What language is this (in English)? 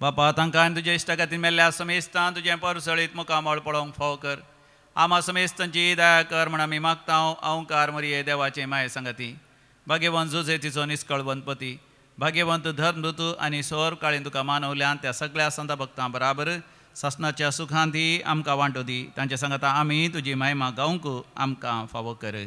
Konkani